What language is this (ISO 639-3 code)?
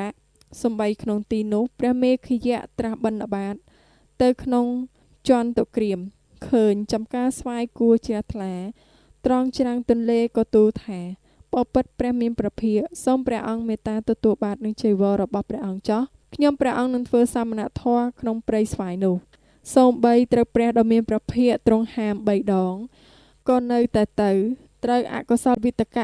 khm